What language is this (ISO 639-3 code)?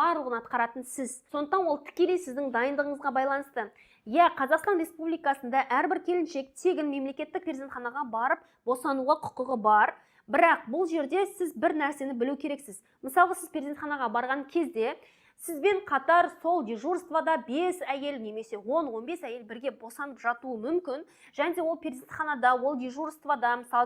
kaz